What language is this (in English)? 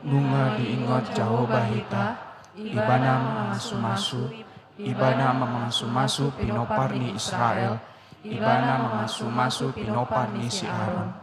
Batak Toba